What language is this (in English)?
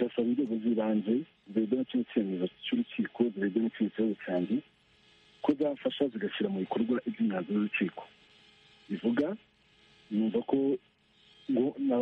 Kinyarwanda